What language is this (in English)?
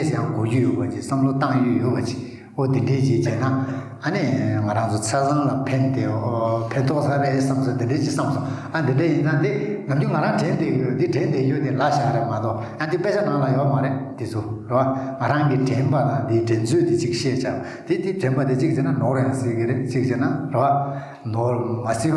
Tibetan